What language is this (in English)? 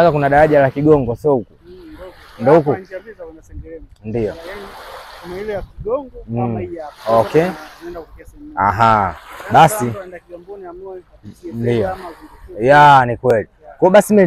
Swahili